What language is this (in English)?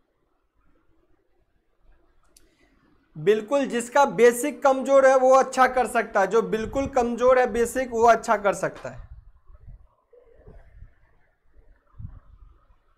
Hindi